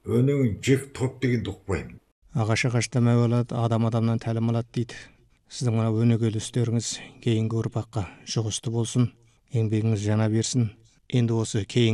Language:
Kazakh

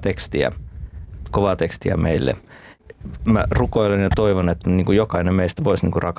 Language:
Finnish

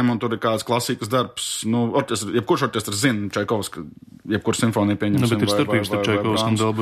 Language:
Latvian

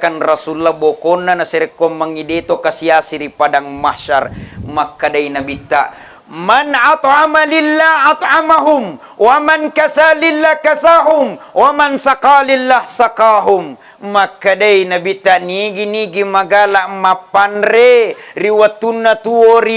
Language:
Buginese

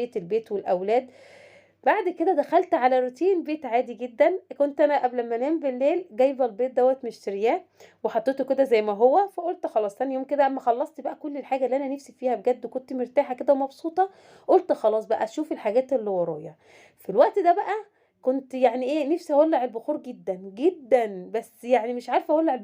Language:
Egyptian Arabic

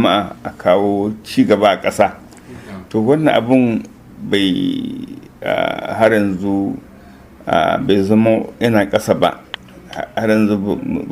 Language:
Hausa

